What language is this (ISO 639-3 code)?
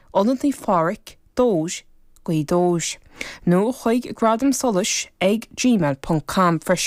gle